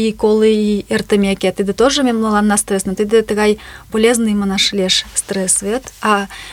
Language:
Mari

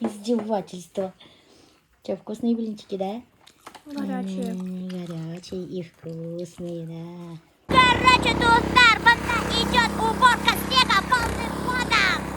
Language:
Bashkir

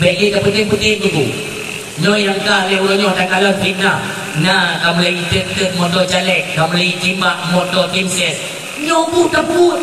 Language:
Achinese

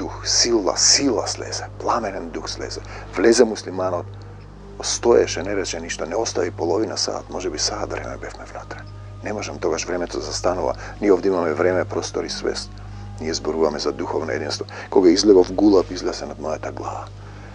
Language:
Macedonian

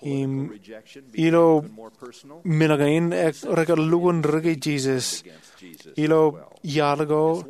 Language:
Marshallese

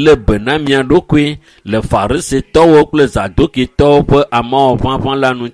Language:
Ewe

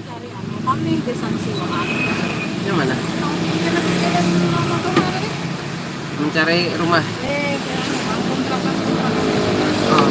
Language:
Banjar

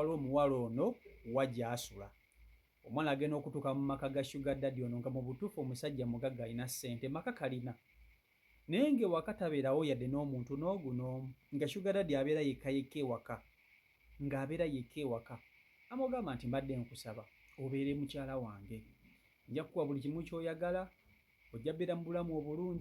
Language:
Ganda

